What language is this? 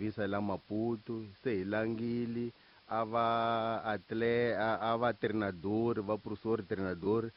Tsonga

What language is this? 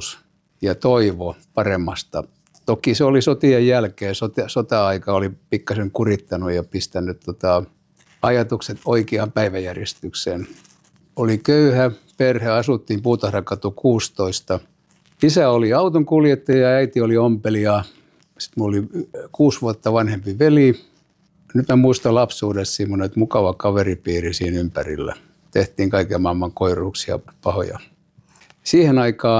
Finnish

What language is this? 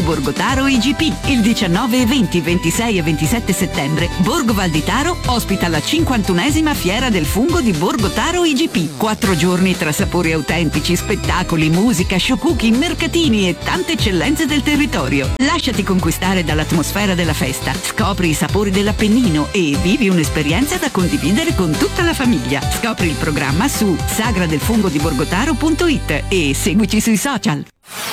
Italian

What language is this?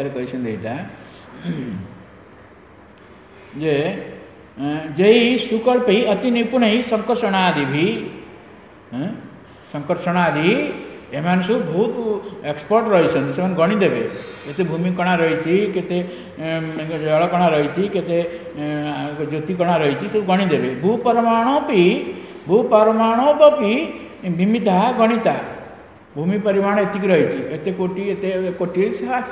Odia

